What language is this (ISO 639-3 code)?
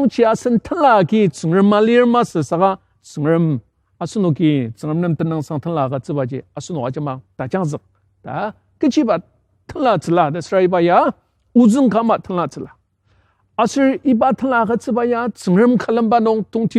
njo